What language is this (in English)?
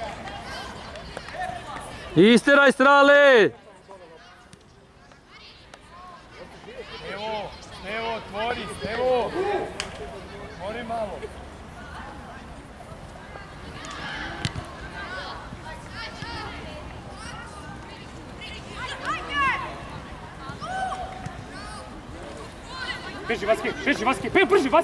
Serbian